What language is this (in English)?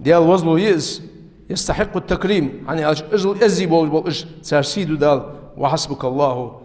Ingush